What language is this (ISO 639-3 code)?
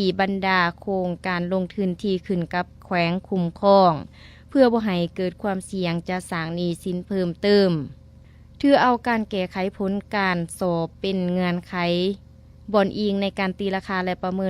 lao